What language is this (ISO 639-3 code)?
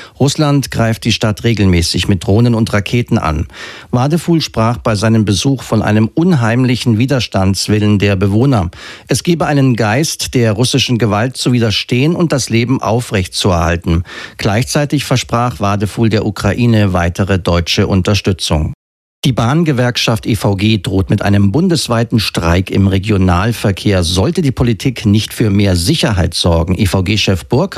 deu